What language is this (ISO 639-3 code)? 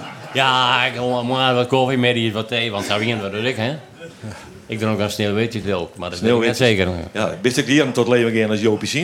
fry